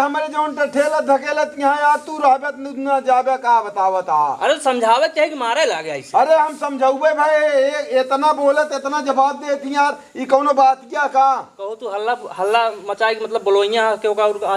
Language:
Awadhi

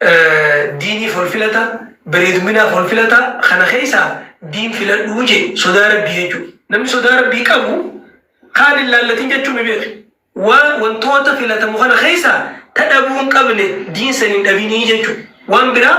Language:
Oromo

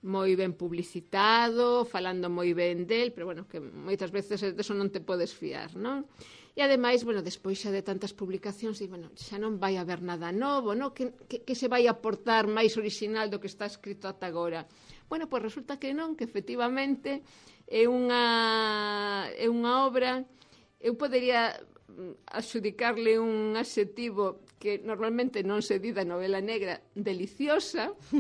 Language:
Galician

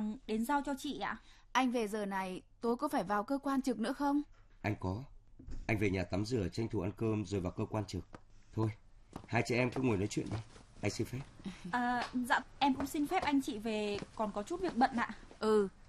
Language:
Vietnamese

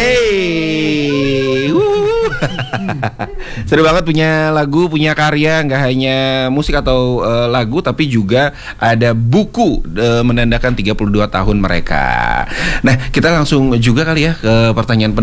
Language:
Indonesian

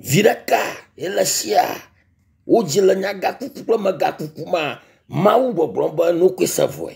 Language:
Ewe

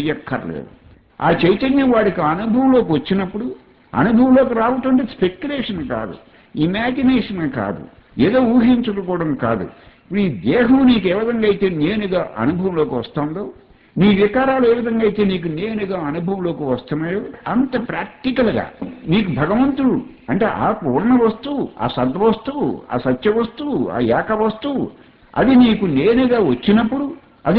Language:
Telugu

